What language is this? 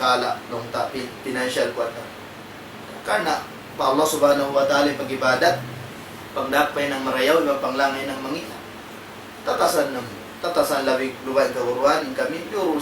Tausug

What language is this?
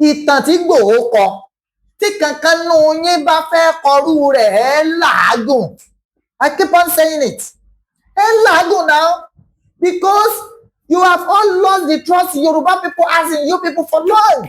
Yoruba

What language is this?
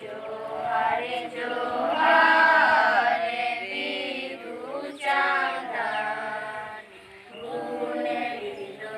Santali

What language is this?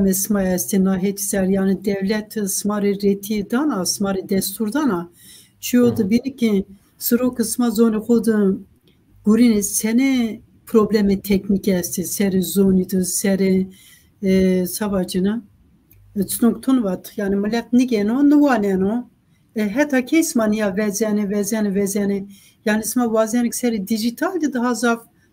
Zaza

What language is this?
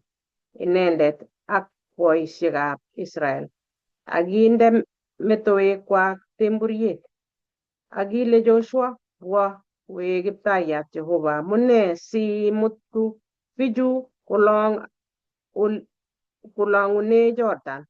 Kalenjin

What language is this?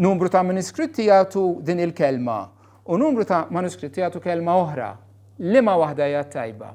Maltese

